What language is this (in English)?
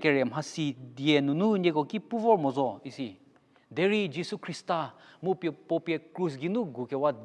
Angami Naga